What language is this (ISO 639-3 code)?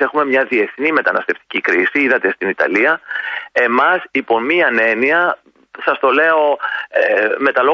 ell